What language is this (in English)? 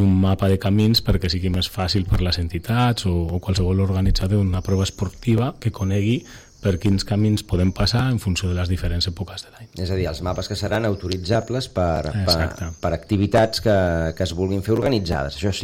Catalan